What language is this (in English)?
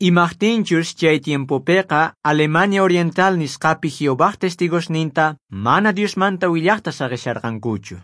South Bolivian Quechua